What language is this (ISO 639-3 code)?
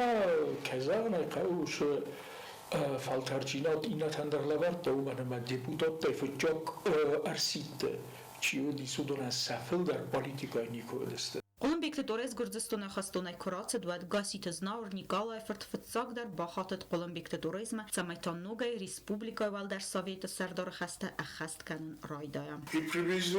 oss